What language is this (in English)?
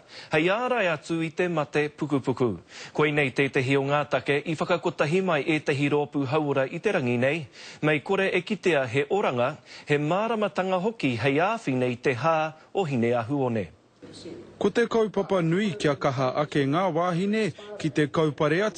Māori